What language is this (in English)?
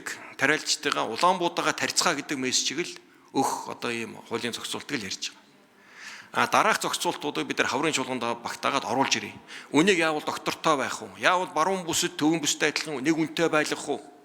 Mongolian